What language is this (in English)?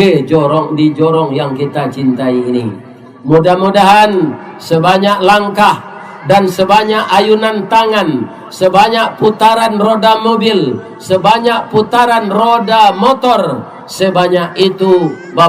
Minangkabau